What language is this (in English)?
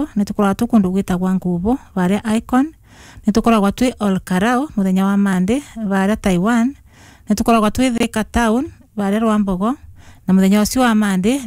Kikuyu